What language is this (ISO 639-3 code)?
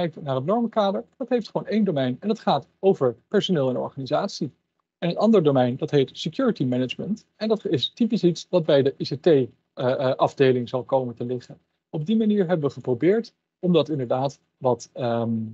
nld